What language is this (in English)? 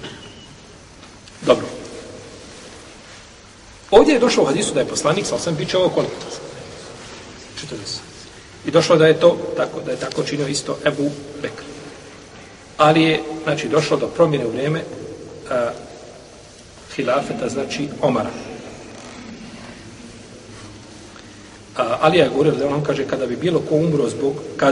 Bosnian